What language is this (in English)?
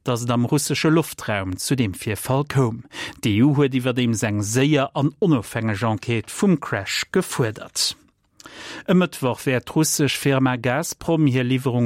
Luxembourgish